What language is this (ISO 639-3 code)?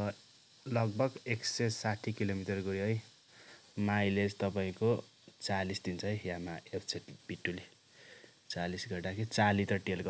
nep